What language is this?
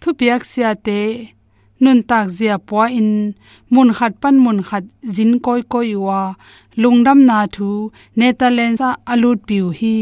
Tedim Chin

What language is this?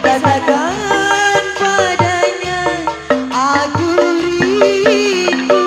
Betawi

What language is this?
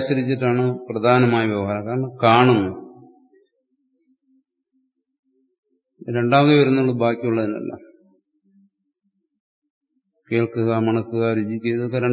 Malayalam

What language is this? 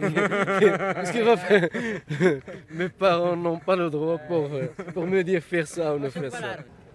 French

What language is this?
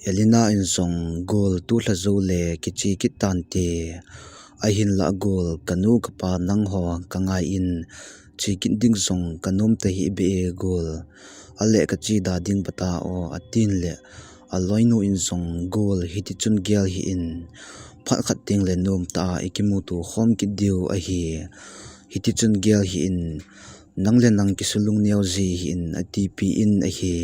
Thado Chin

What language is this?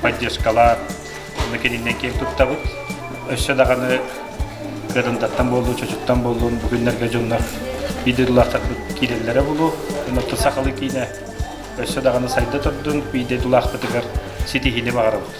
Yakut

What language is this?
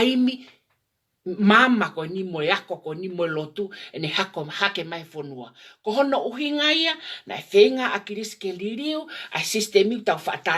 Tongan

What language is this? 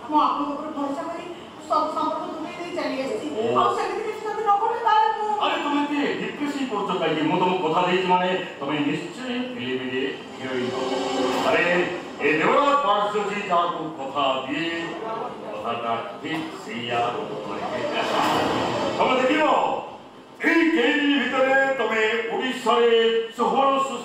Odia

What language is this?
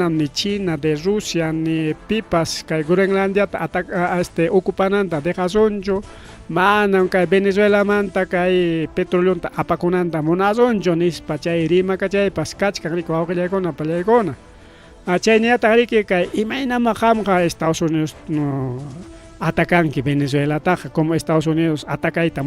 Ayacucho Quechua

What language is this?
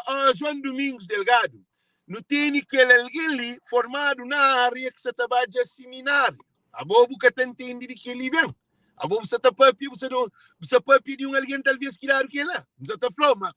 Kabuverdianu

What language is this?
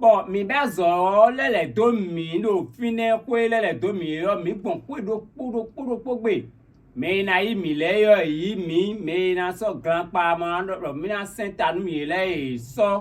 Fon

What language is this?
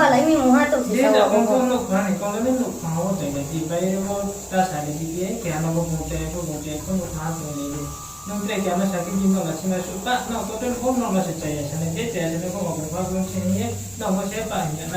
Riang (India)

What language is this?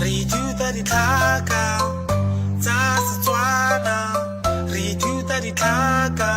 Tswana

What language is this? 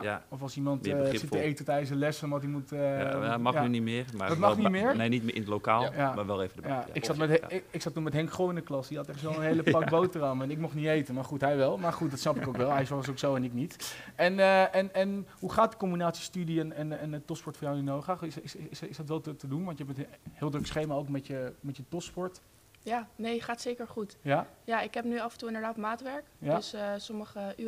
Dutch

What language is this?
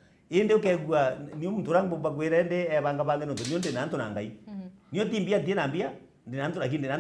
Meru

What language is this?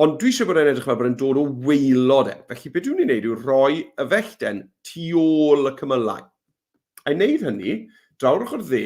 Welsh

